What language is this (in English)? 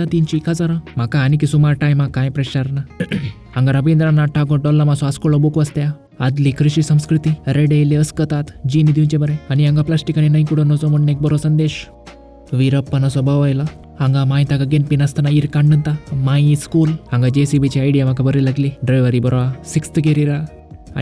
Konkani